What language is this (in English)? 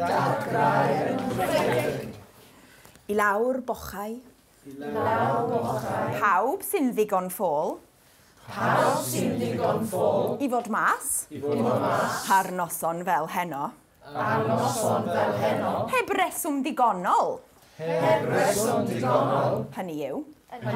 Welsh